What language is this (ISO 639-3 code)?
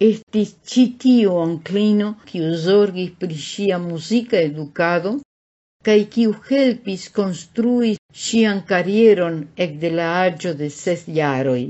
epo